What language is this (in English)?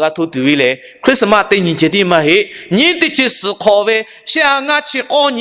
Lahu